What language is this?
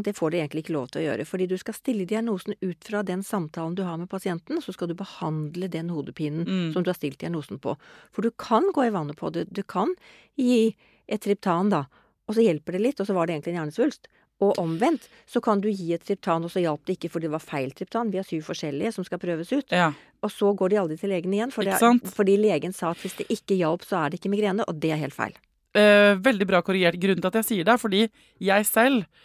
Norwegian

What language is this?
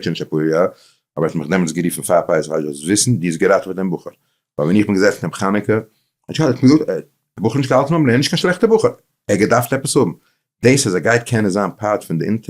Yiddish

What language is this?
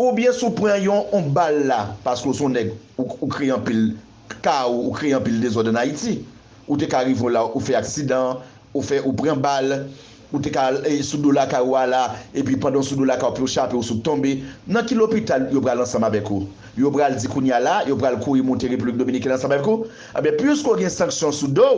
Haitian Creole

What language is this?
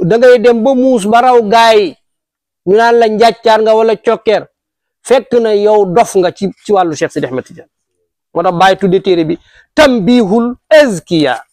Wolof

